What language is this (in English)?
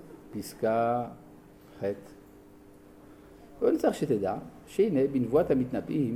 Hebrew